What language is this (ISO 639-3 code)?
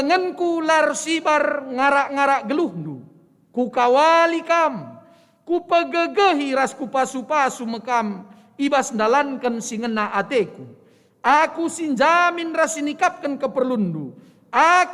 btx